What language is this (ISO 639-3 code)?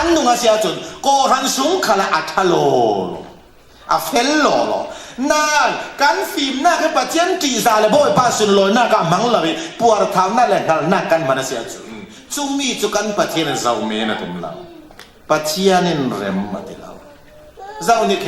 cfm